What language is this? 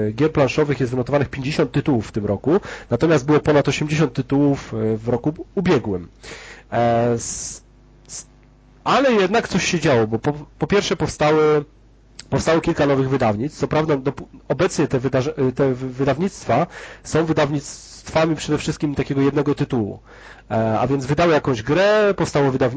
Polish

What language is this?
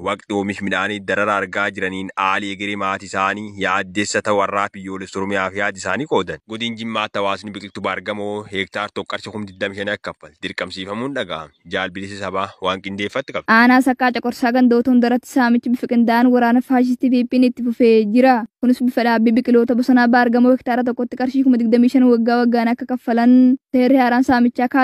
Oromo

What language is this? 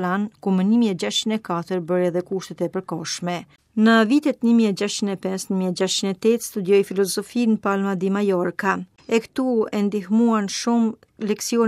Albanian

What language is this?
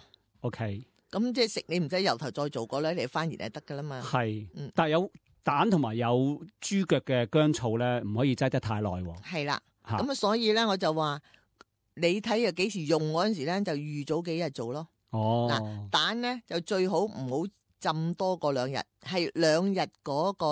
Cantonese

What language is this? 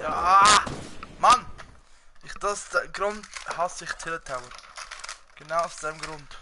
Swiss German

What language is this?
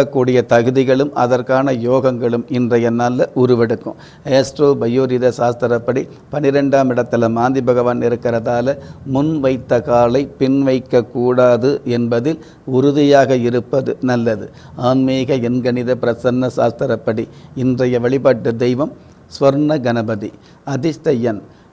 Tamil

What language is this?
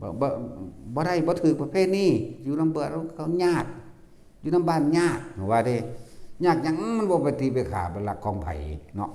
Northeastern Thai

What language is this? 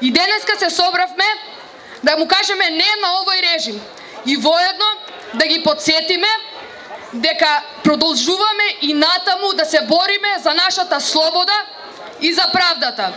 Macedonian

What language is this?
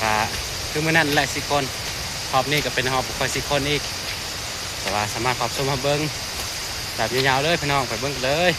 Northeastern Thai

